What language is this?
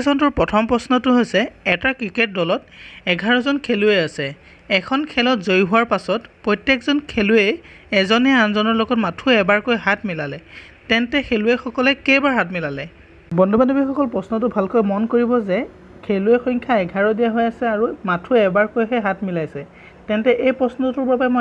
Assamese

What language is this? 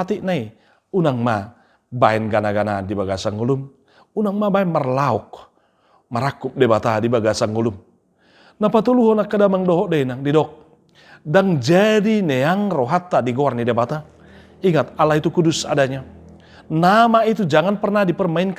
Batak Toba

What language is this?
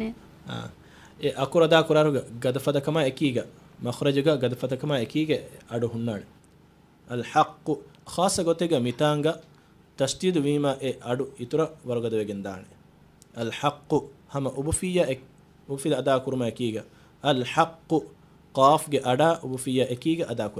Divehi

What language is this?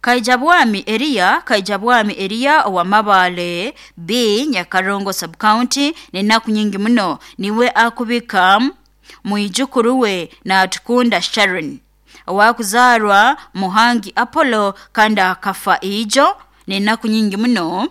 Nyoro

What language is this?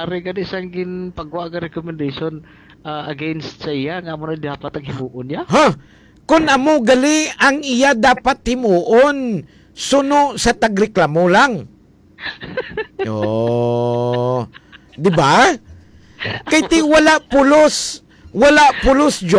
Hiligaynon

